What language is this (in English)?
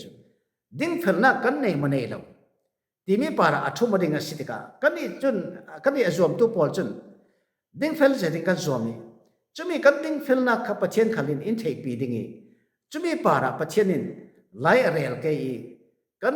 Falam Chin